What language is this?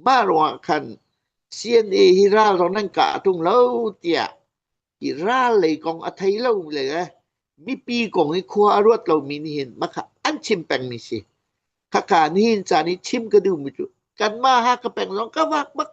Hakha Chin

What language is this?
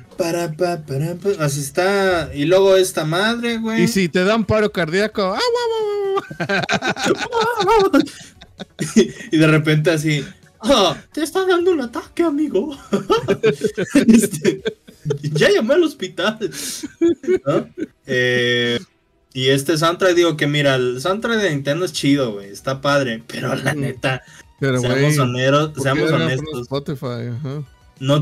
Spanish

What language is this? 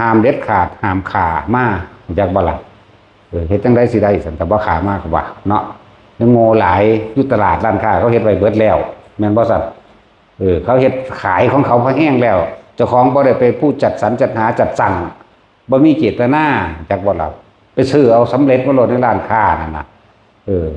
Northeastern Thai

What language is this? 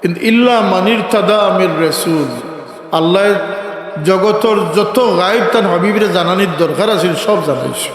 Sylheti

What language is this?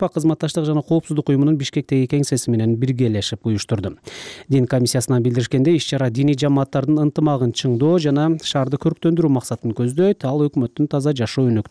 Kyrgyz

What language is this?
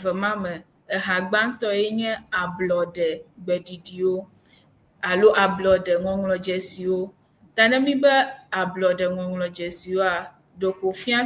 Ewe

